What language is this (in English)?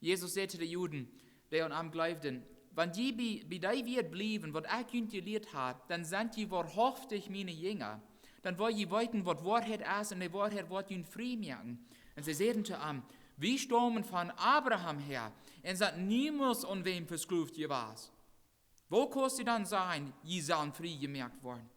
Plautdietsch